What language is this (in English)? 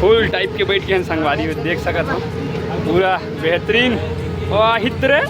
Chhattisgarhi